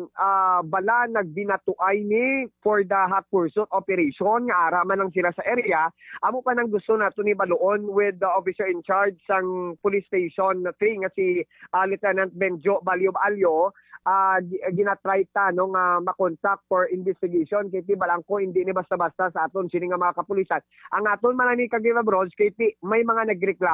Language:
Hiligaynon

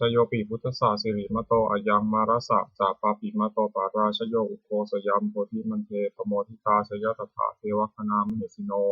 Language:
Pali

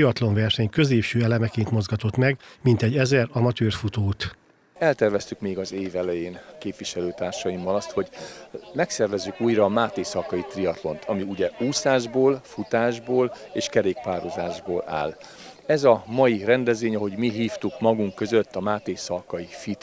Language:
Hungarian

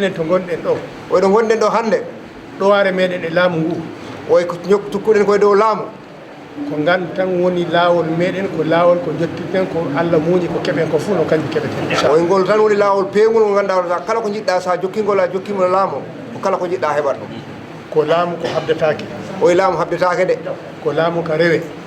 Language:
Fula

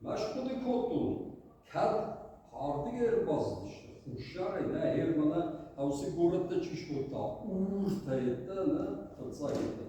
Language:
Ossetic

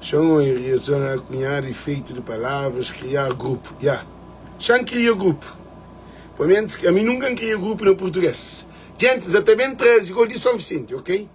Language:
Kabuverdianu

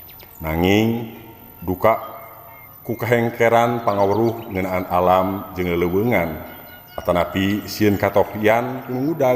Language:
Sundanese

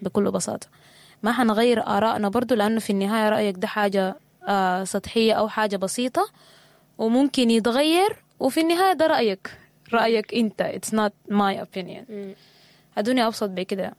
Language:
Sudanese Arabic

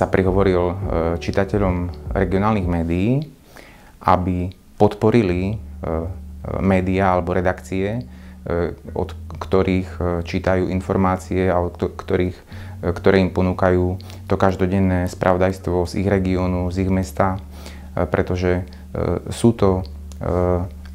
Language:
Slovak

